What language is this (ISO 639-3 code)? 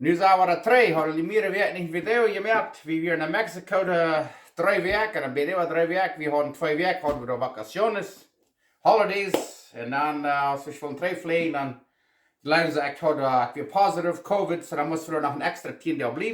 pdt